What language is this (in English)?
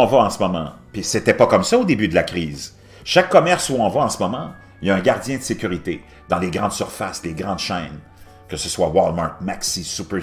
French